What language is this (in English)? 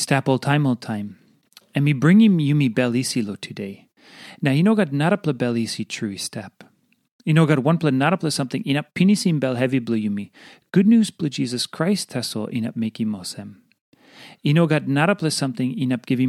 Tok Pisin